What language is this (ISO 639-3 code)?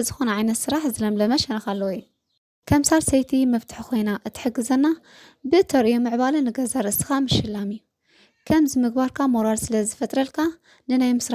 tir